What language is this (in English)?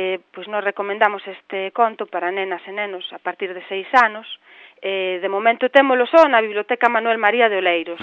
Galician